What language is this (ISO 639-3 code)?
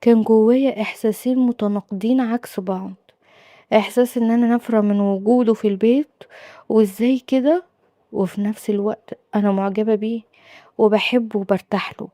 arz